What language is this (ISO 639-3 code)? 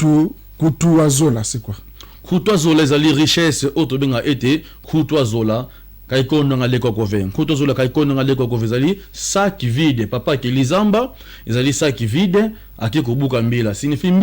lin